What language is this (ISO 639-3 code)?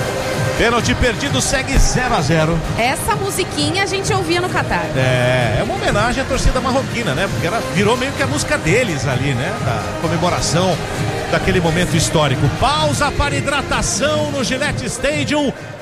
por